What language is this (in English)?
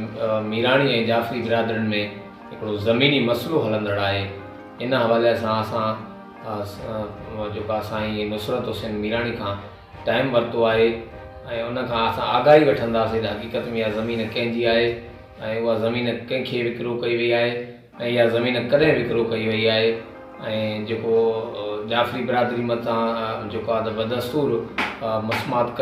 Sindhi